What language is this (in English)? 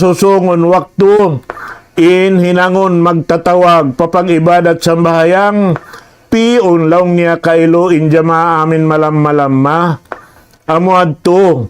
Tausug